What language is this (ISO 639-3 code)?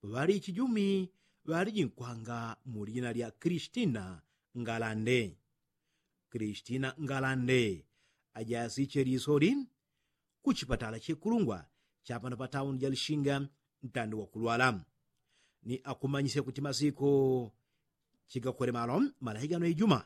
yao